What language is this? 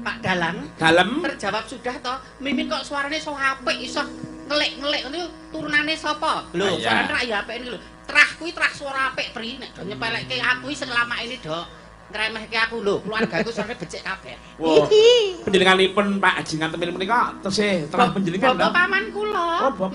Javanese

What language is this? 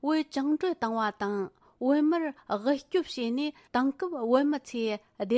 Tibetan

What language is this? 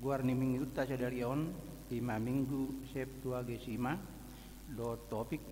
Batak Toba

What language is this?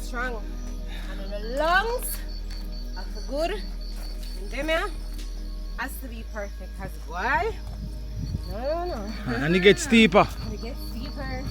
Jamaican Creole English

